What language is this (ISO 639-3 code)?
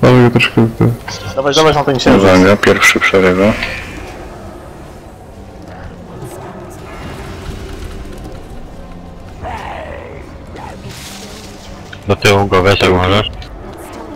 pol